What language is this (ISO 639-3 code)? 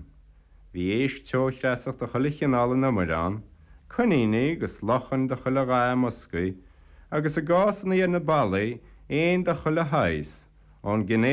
gle